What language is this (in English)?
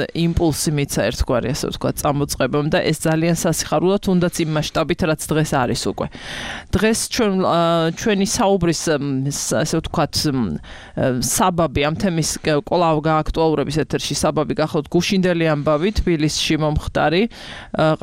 Georgian